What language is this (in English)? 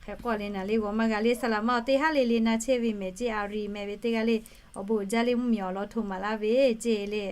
Lahu